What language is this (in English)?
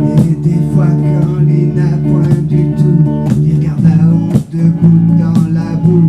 Réunion Creole French